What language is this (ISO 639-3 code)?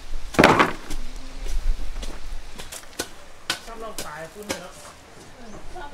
vie